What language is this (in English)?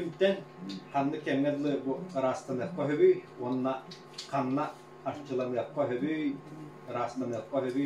Yakut